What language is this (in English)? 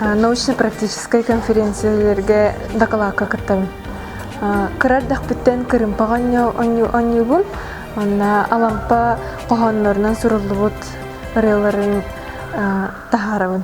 Yakut